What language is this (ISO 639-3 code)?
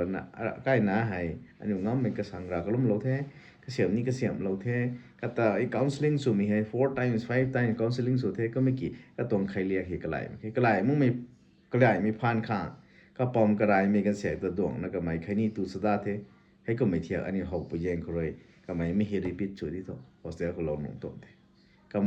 nbu